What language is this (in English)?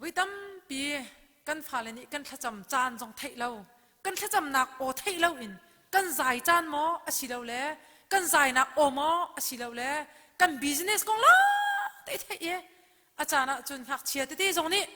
Hakha Chin